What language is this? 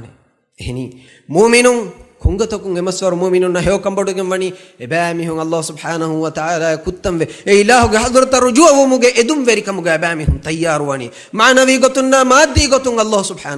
Divehi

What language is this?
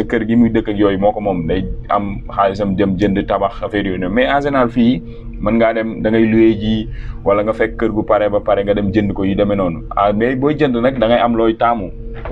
Wolof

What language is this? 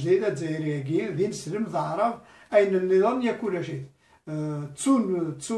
Kabyle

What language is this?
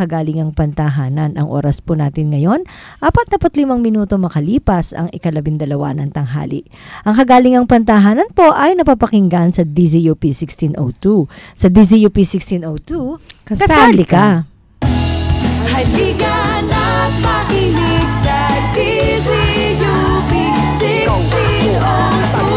Filipino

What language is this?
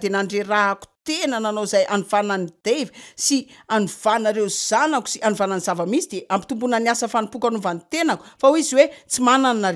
Malagasy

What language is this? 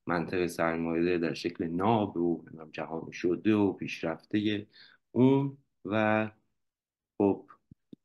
Persian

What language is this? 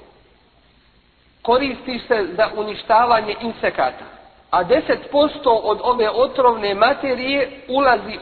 Bosnian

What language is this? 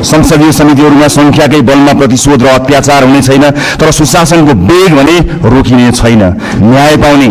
Nepali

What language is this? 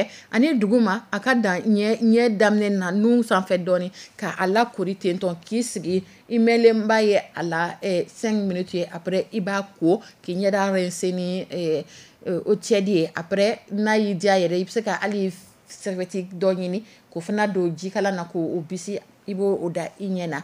Dyula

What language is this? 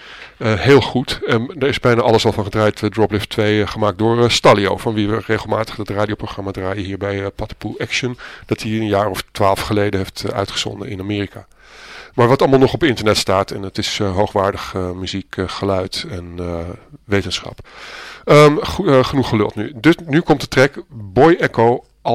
Dutch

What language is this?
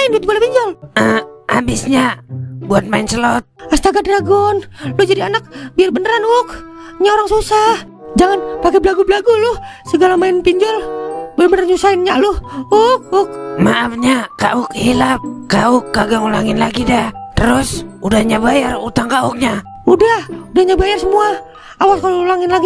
Betawi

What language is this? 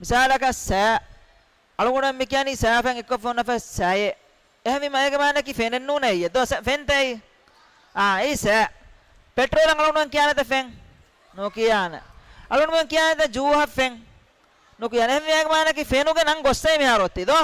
Divehi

